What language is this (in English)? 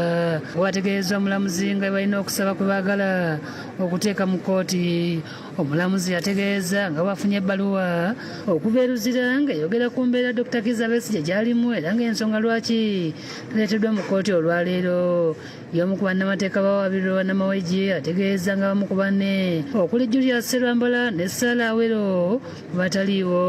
Ganda